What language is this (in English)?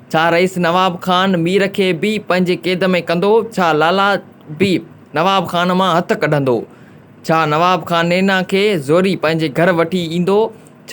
Sindhi